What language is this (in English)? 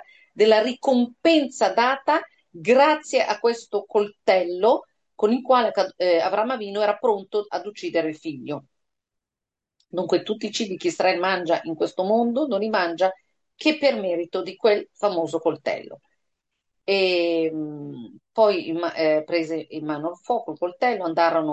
Italian